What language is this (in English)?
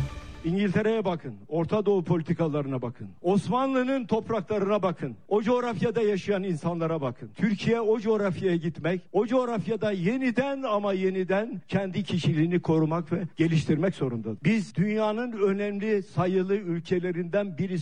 Turkish